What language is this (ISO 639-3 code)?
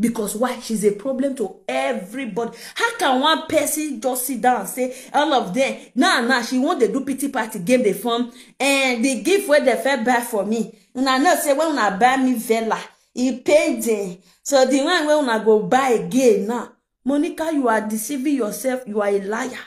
pcm